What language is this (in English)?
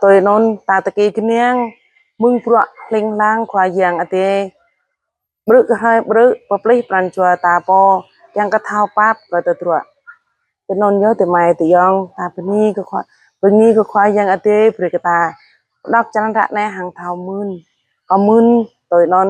Jarai